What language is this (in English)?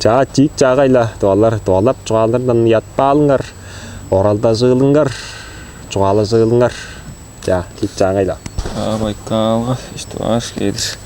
Tuvinian